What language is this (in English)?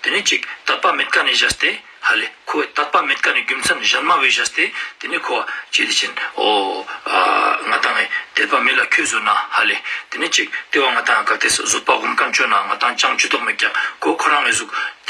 Ladakhi